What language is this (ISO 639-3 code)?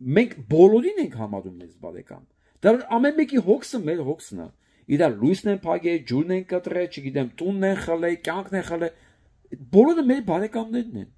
hye